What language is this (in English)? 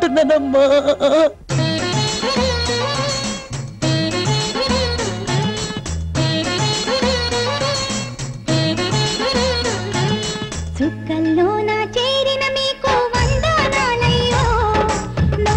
Telugu